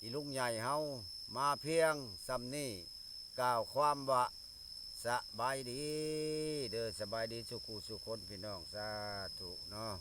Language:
Lao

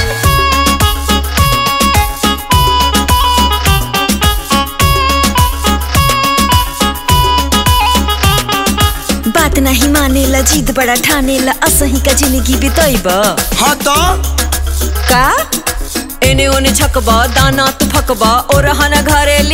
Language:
Bhojpuri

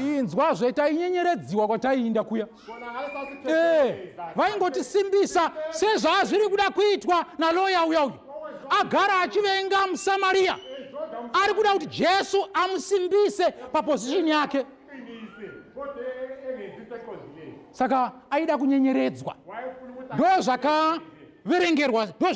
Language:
Shona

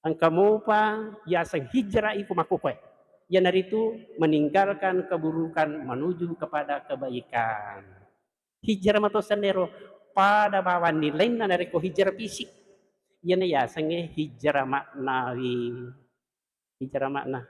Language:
Buginese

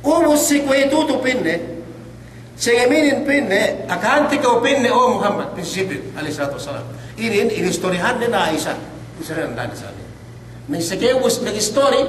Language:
Yakan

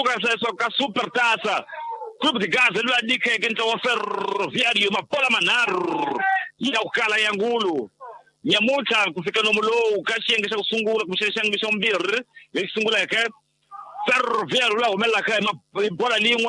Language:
Tsonga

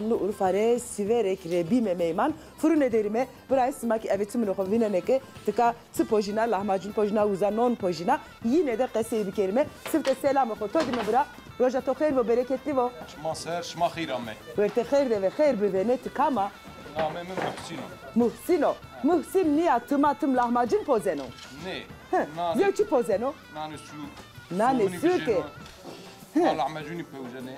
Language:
Zaza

